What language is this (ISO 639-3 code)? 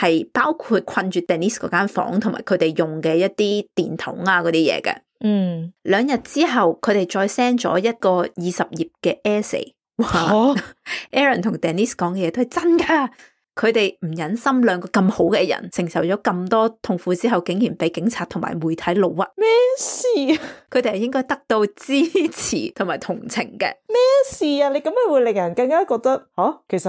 yue